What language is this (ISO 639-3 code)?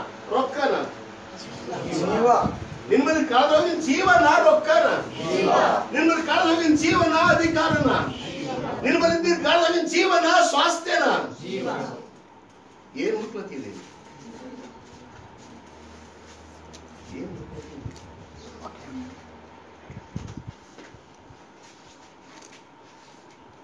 kan